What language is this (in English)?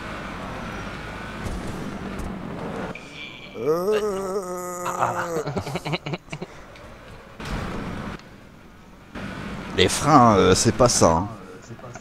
French